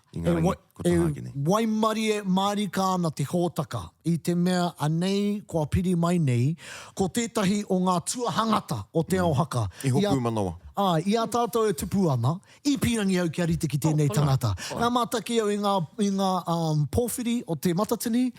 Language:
Māori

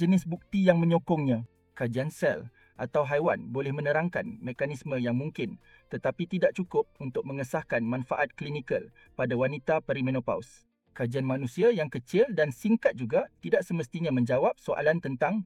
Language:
Malay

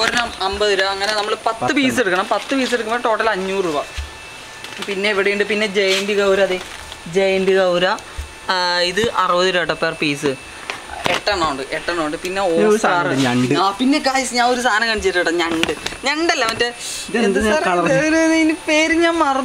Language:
Malayalam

